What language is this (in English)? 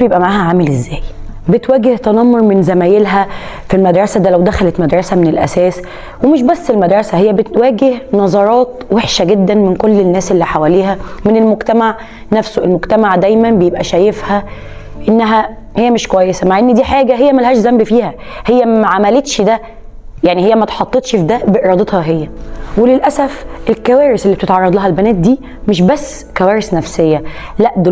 Egyptian Arabic